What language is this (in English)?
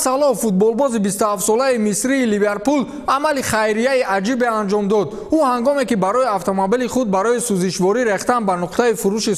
Tajik